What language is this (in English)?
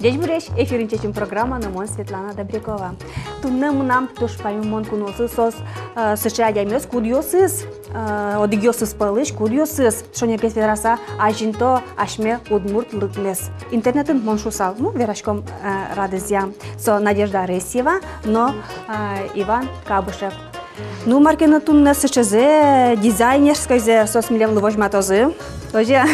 Udmurt